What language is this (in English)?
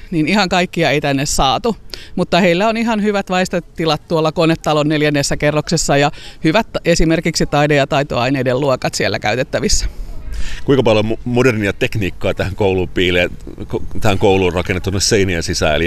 Finnish